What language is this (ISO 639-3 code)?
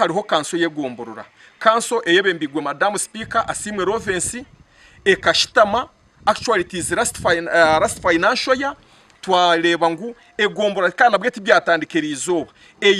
nyn